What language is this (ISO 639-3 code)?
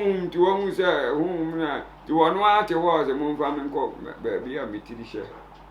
aka